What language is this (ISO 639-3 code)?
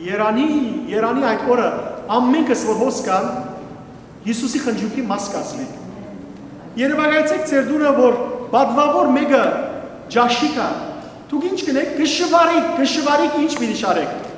hyw